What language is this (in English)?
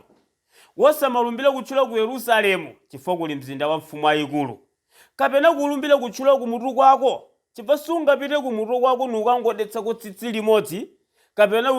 Nyanja